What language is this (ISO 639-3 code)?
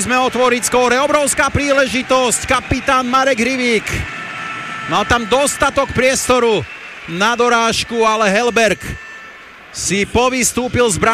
slk